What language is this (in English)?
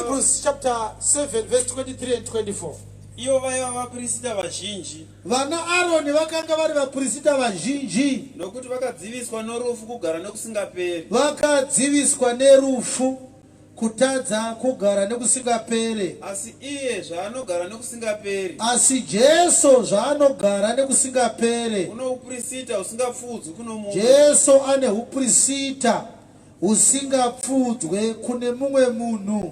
Shona